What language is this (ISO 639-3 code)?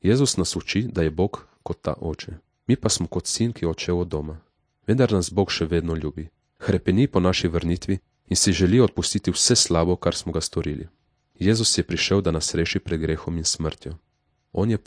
slv